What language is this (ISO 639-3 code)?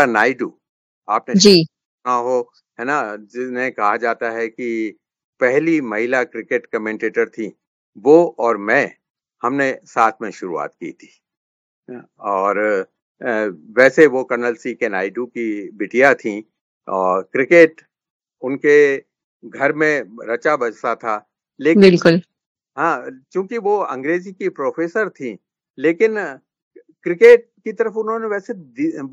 hin